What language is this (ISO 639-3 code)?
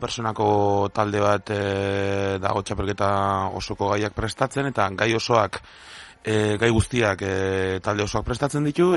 eus